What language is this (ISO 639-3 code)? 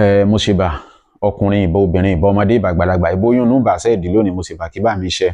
yor